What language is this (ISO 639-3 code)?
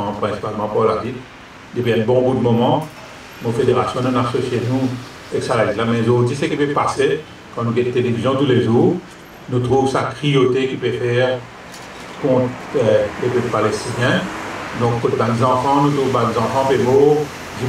mfe